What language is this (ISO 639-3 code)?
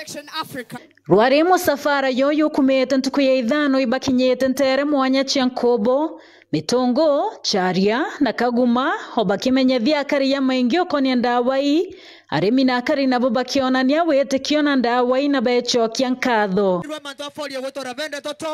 mer